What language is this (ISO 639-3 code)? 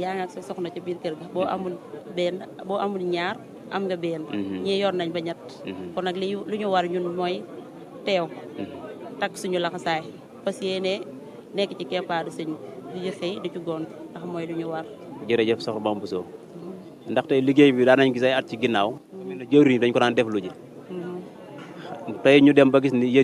wol